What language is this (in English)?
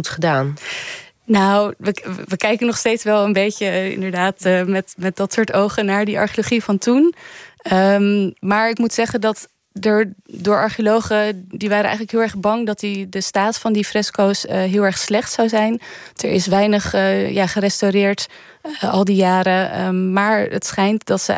Dutch